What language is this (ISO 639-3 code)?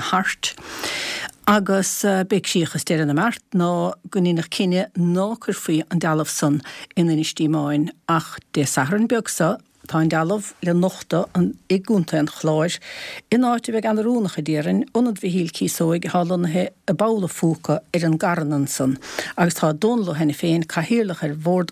gle